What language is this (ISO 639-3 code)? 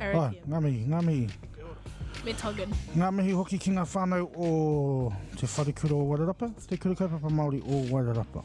mri